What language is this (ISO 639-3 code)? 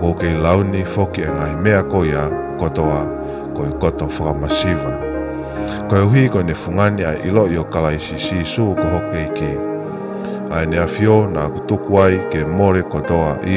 ton